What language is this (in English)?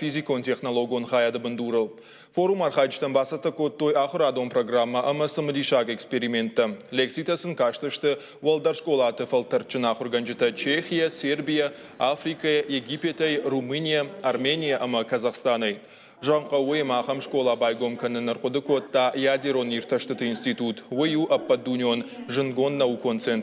Ossetic